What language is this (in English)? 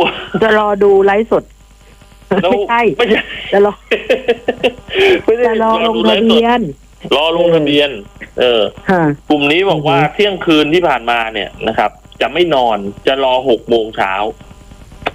Thai